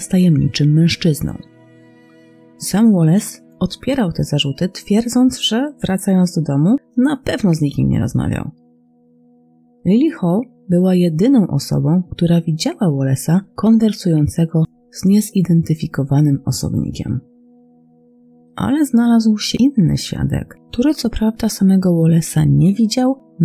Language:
Polish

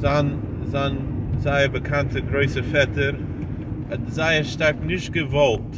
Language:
Yiddish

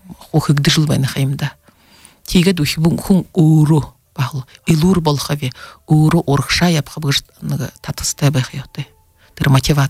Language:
Buriat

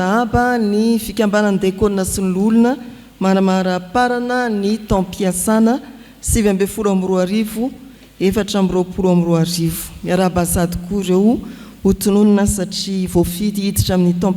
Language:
Malagasy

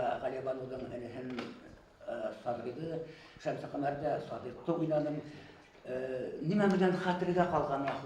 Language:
Bashkir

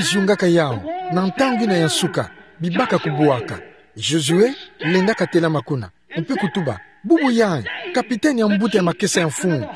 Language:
Kituba (Democratic Republic of Congo)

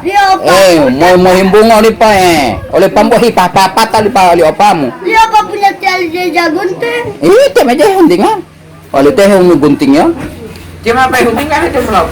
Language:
Gorontalo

